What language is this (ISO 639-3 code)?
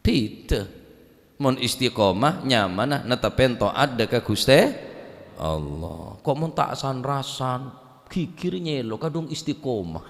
mad